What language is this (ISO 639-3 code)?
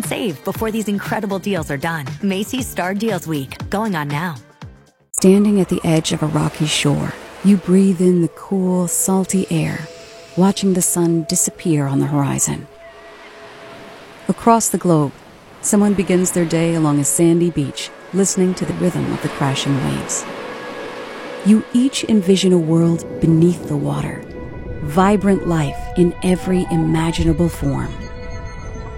eng